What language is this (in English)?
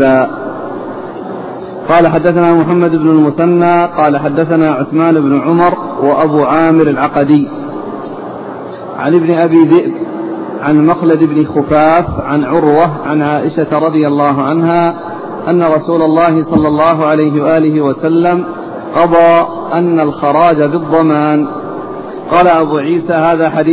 Arabic